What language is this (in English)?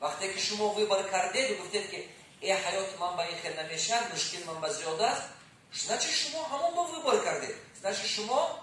Tajik